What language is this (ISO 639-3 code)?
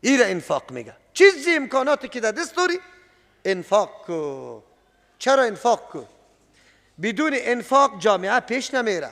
fas